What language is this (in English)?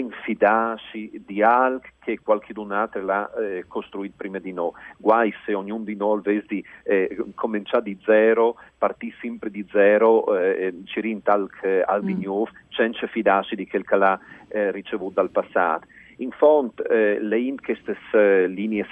Friulian